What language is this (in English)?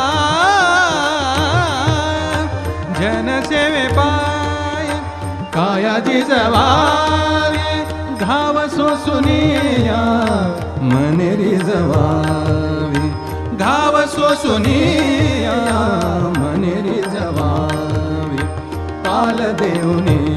Marathi